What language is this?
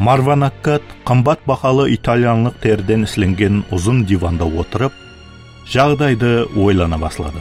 Kara-Kalpak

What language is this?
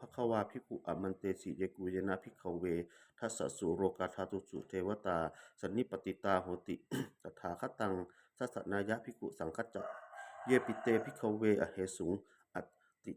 Pali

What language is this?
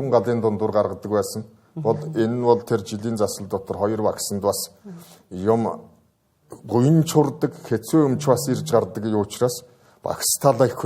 Mongolian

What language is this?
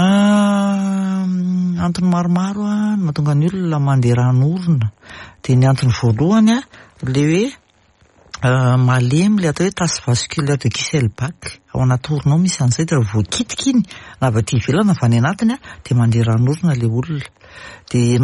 Malagasy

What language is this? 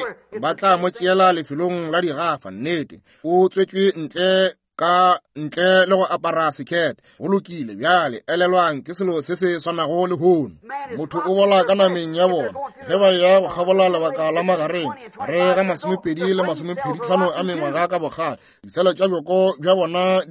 Northern Sotho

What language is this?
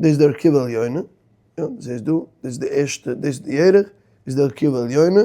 Yiddish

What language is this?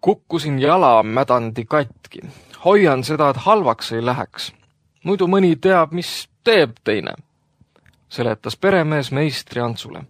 Estonian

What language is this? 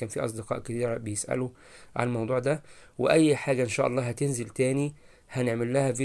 Egyptian Arabic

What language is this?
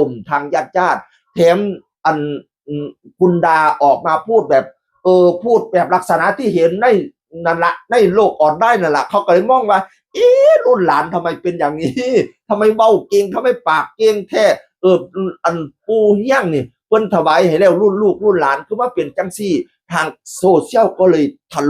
Northeastern Thai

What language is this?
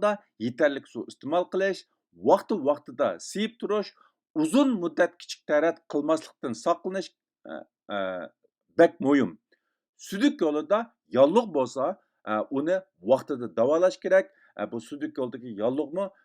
Uyghur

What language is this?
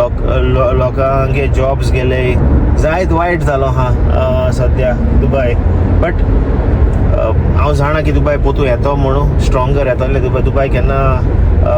Konkani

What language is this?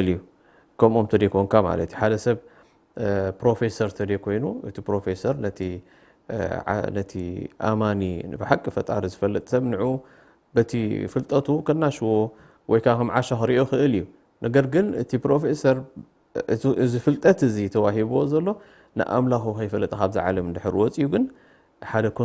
Tigrinya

